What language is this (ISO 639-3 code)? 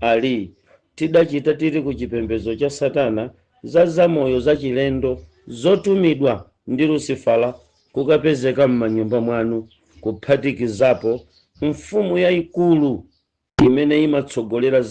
nya